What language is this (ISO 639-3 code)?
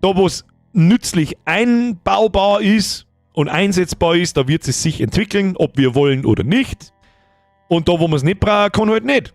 bar